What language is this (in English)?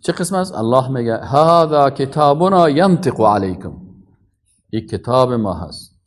Persian